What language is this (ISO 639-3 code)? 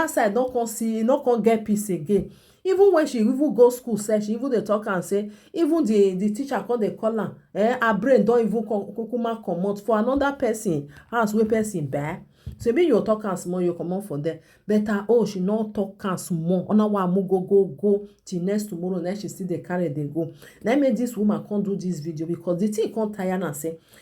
pcm